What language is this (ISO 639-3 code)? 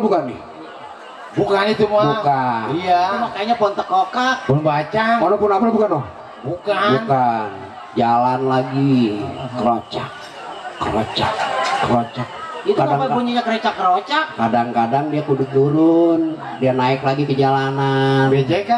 bew